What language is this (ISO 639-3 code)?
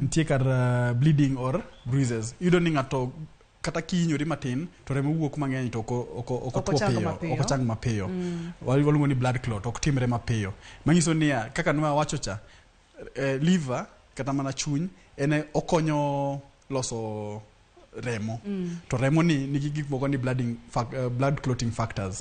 luo